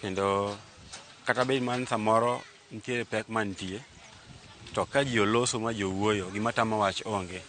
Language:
Luo (Kenya and Tanzania)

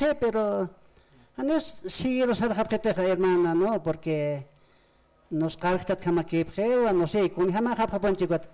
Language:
Aymara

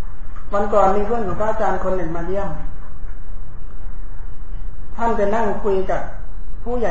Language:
Thai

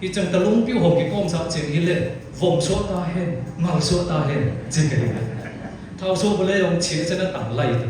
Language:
Siyin Chin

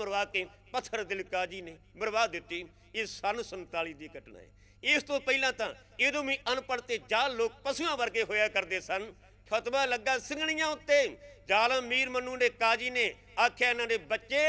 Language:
Punjabi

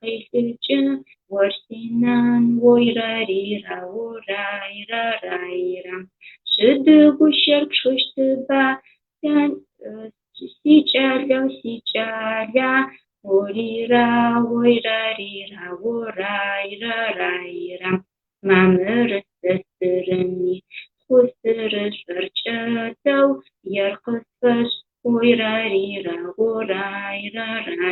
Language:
Adyghe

